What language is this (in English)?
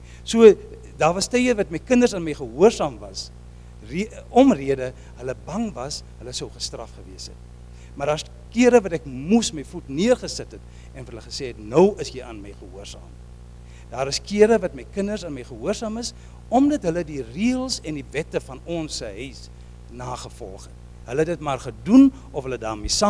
Afrikaans